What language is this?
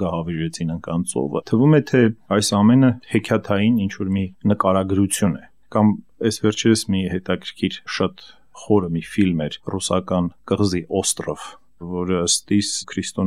Armenian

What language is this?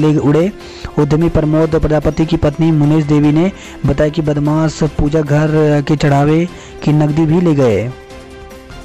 Hindi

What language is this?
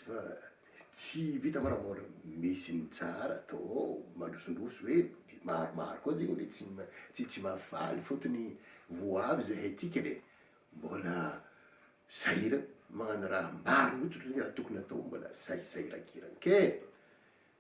Malagasy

